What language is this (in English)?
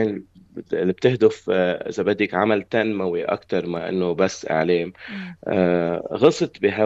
North Levantine Arabic